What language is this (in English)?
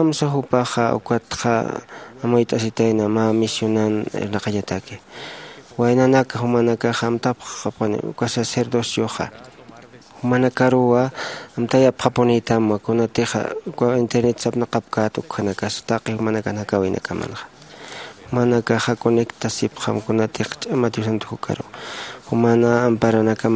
Aymara